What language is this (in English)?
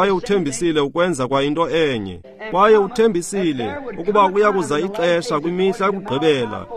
Xhosa